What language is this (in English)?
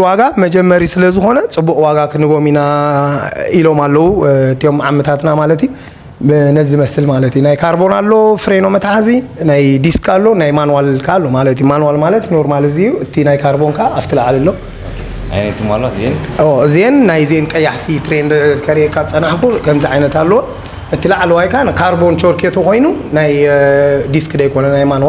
Tigrinya